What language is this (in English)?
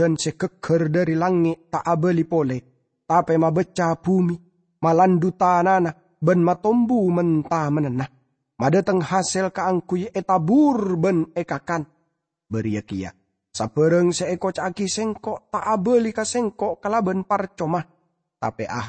Madurese